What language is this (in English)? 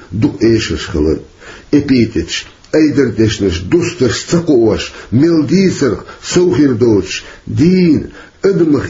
Chechen